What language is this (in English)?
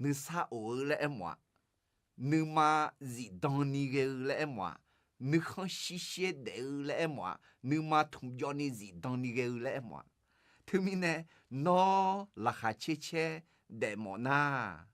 Akha